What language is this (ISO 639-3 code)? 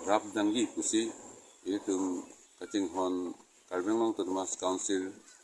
mjw